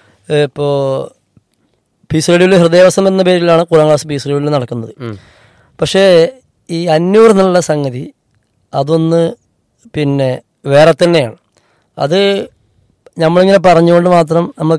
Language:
Malayalam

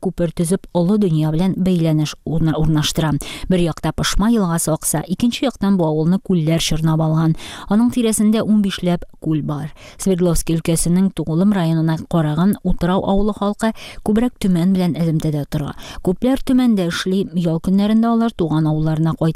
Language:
Tatar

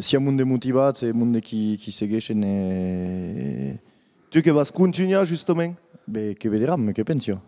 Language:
Occitan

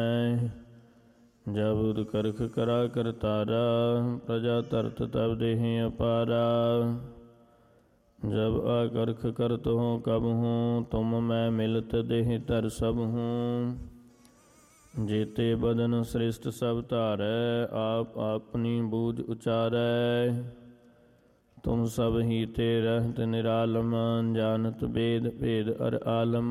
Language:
Punjabi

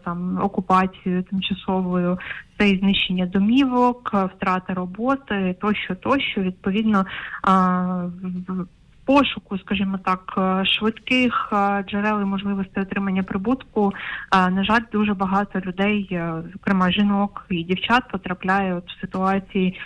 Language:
Ukrainian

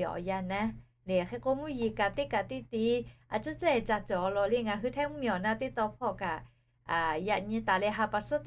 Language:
Lahu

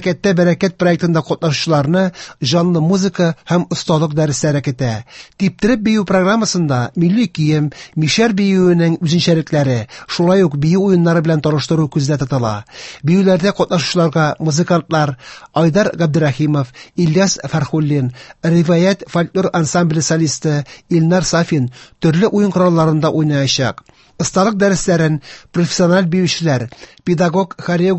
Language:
Tatar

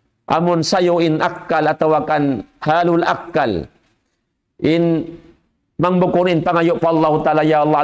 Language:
Tausug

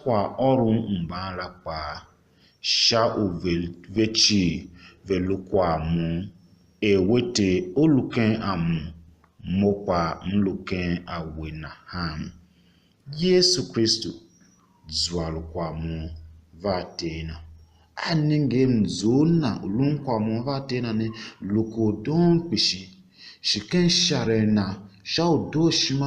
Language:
Tiv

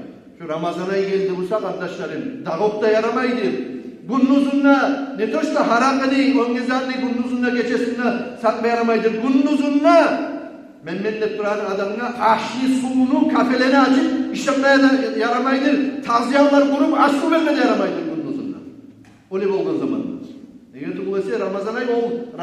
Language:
Kumyk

